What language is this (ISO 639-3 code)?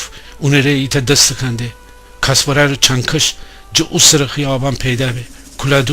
glk